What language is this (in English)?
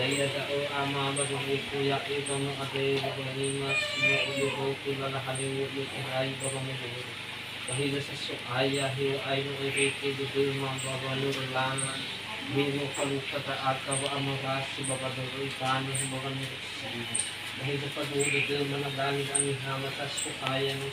Nias